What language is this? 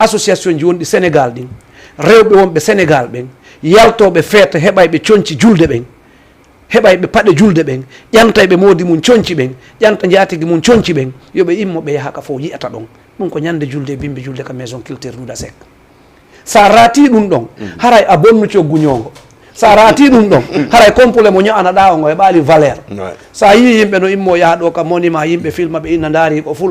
Fula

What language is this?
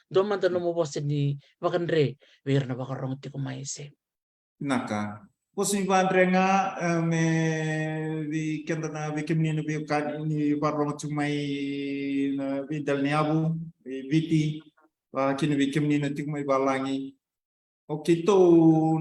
Fijian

